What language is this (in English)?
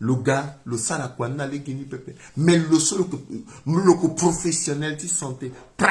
Sango